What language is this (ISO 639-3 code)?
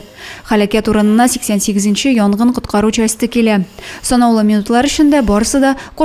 tat